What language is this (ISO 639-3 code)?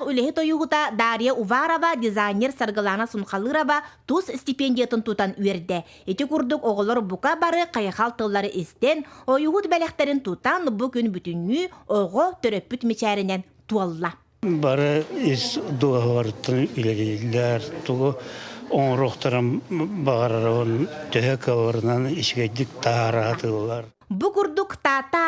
sah